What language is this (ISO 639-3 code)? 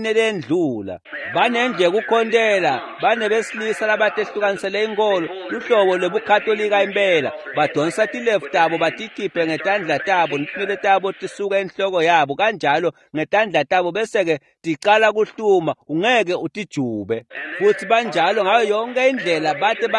ssw